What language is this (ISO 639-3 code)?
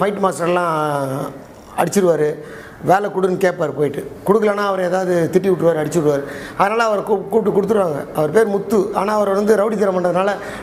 tam